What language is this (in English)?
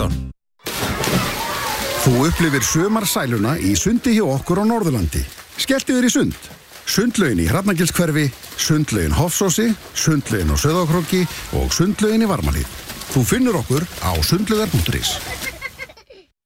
Icelandic